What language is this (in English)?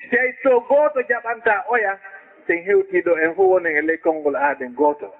Fula